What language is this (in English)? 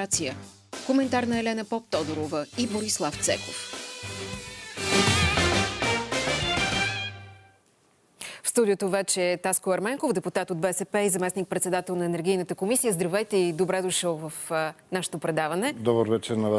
Bulgarian